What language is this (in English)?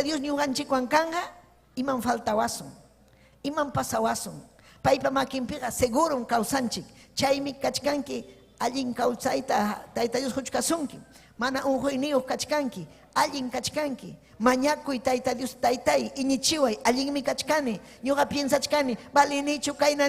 Ayacucho Quechua